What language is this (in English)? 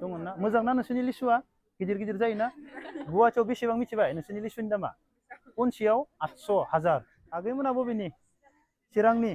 Bodo